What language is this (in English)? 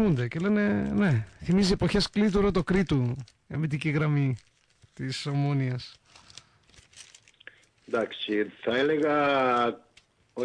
Greek